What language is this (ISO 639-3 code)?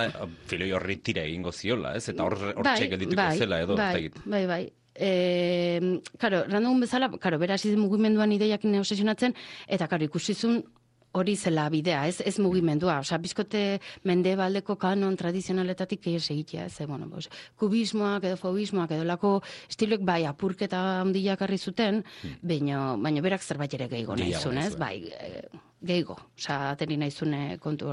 eus